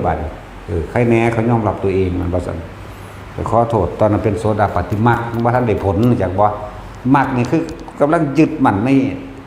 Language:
Northeastern Thai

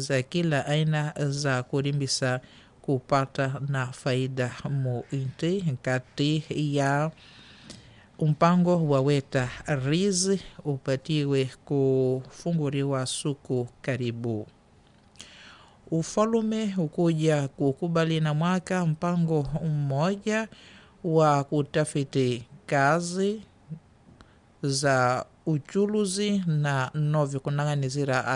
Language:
Swahili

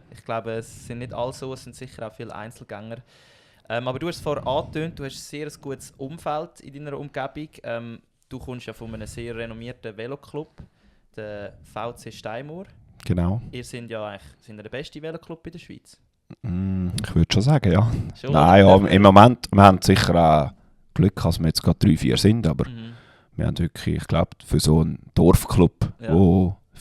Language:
Swiss German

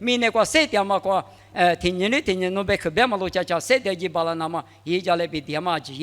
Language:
Lisu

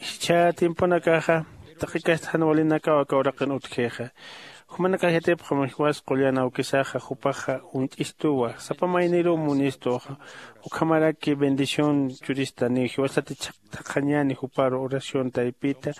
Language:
Aymara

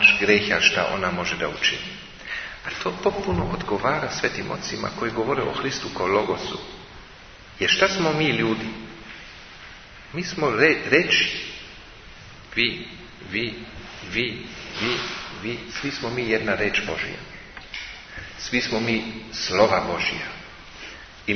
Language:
Serbian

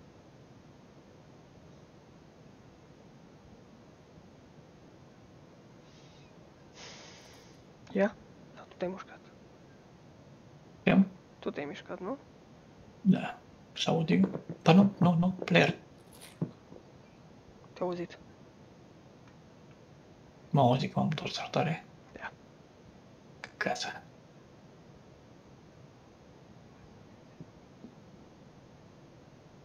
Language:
Romanian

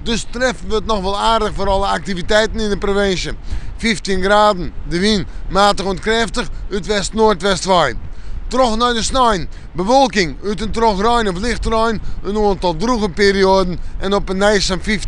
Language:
Western Frisian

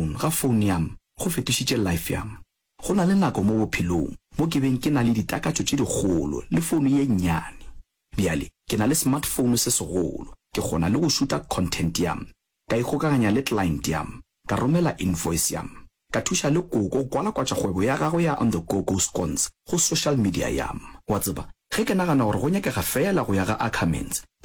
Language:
Northern Sotho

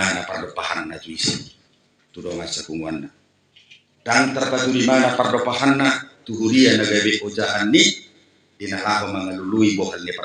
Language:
Batak Toba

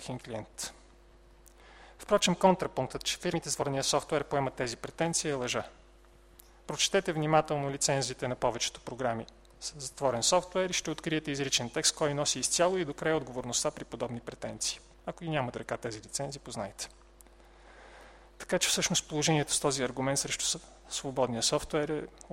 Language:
Bulgarian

